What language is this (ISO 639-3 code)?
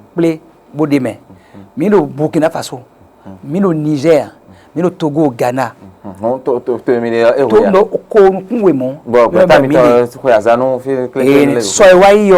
fon